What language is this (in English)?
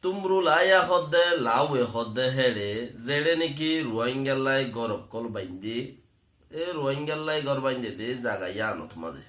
Rohingya